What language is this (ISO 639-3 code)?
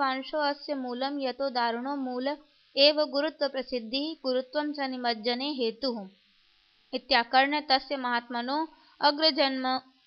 san